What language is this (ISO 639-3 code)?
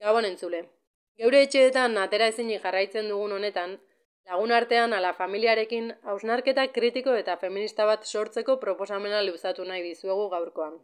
eus